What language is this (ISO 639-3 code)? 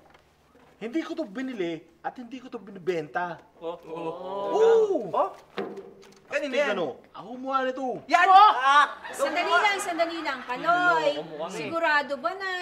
fil